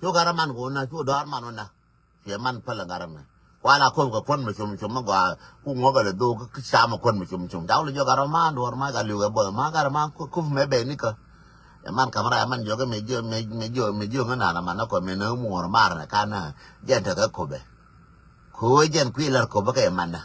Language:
Nuer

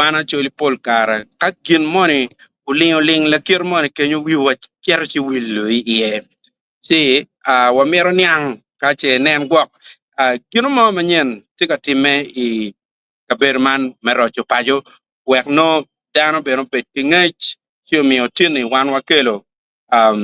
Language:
Acoli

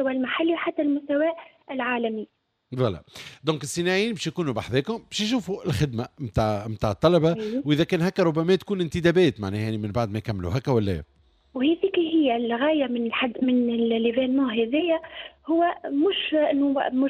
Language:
Tunisian Arabic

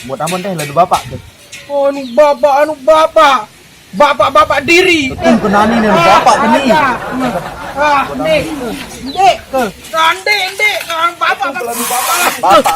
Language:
Sasak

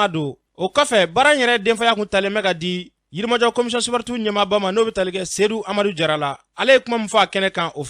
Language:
Bambara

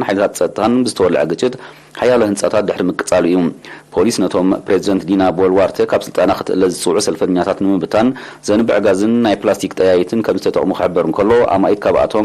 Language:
Tigrinya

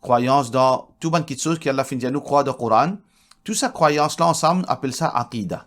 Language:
Morisyen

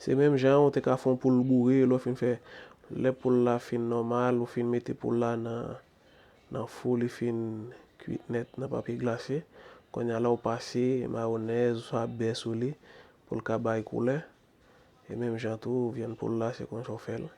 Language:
Haitian Creole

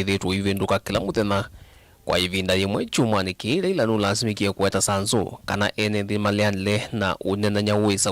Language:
Kamba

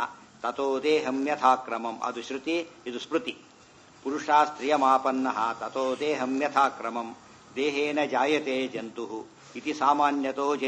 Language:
Kannada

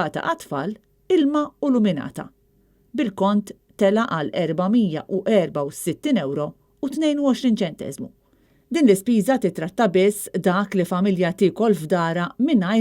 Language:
Maltese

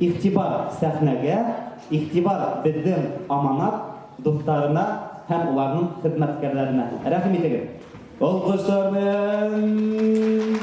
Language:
Bashkir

